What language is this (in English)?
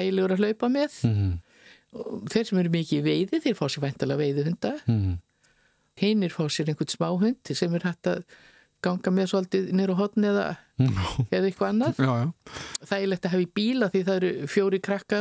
Icelandic